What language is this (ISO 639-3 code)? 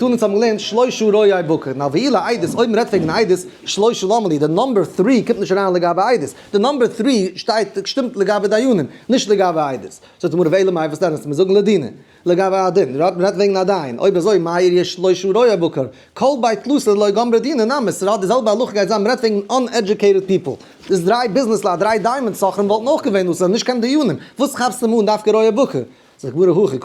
yid